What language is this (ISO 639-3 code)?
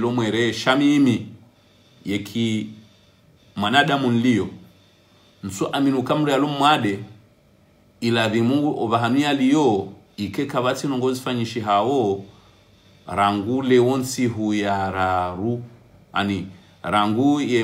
swa